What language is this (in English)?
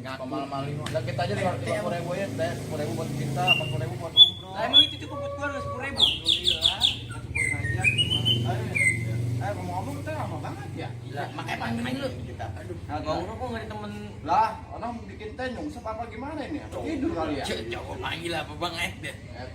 Betawi